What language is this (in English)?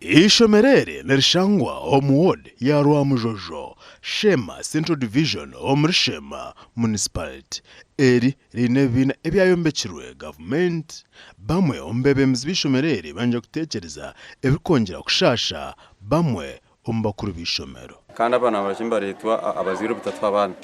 Nyankole